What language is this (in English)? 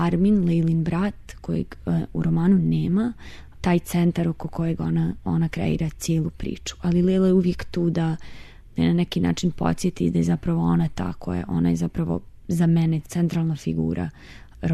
Serbian